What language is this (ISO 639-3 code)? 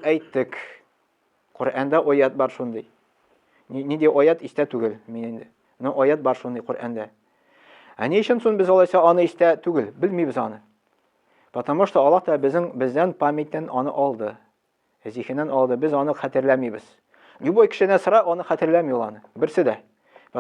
tat